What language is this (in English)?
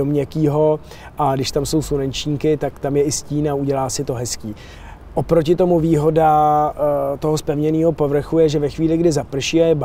Czech